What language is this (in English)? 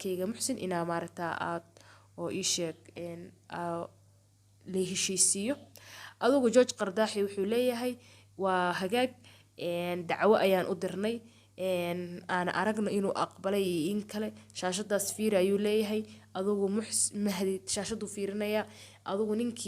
Somali